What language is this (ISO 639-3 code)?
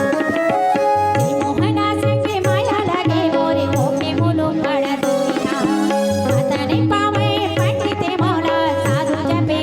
hne